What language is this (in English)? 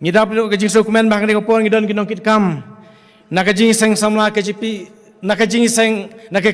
Khasi